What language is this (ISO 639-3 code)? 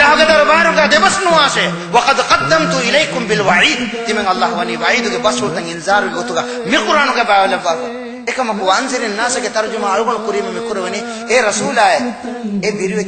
div